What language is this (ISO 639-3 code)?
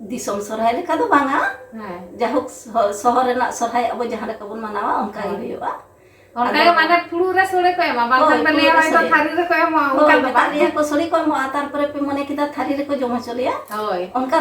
sat